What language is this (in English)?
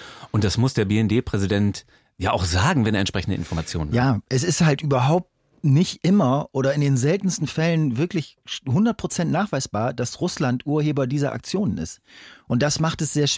German